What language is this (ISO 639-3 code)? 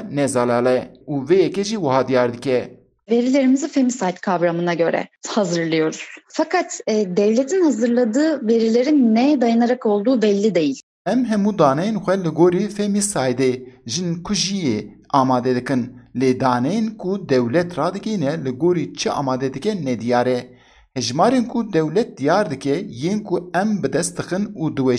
kur